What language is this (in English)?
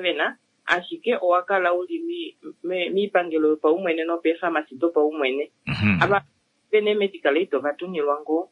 Kuanyama